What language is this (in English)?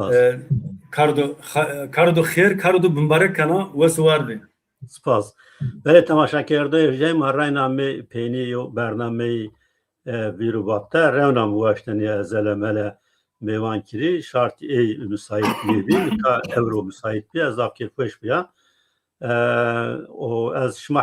Zaza